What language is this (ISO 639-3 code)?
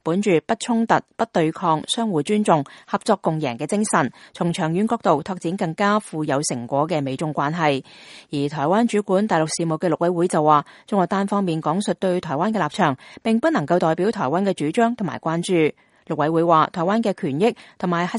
yue